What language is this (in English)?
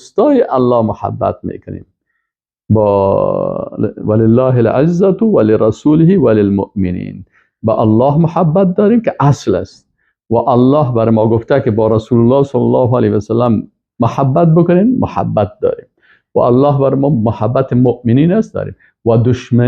Persian